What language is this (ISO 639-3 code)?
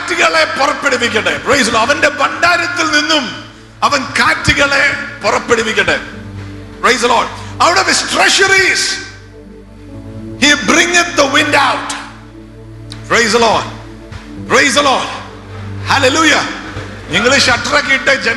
mal